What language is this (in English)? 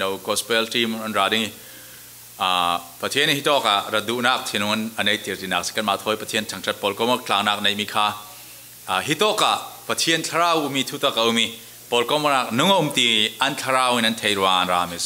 Falam Chin